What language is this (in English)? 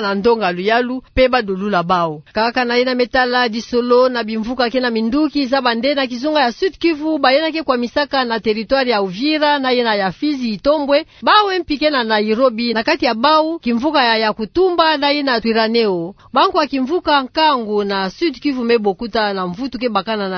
Kituba (Democratic Republic of Congo)